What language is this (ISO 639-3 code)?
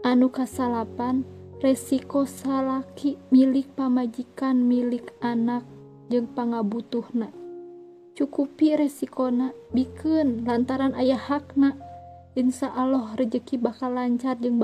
sun